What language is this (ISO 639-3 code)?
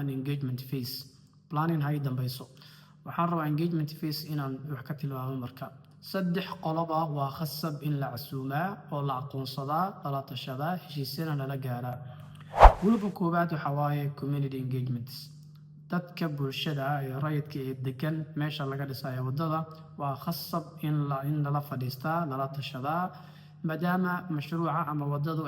som